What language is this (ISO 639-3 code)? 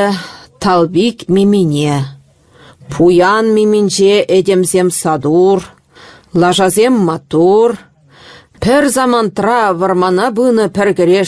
chv